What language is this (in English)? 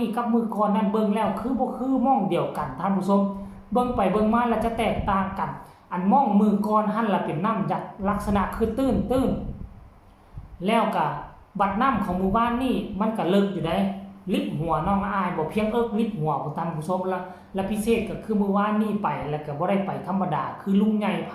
Lao